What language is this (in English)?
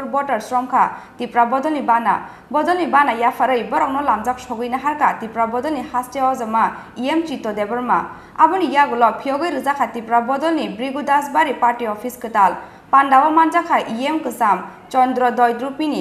Kok Borok